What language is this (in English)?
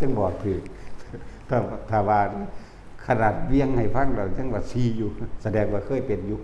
Northeastern Thai